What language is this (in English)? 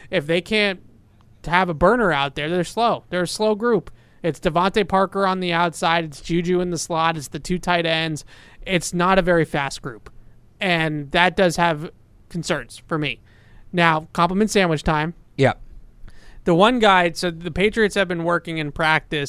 English